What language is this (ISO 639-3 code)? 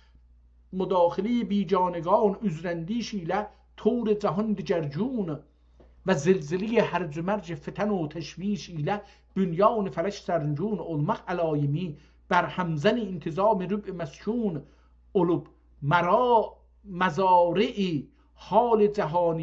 azb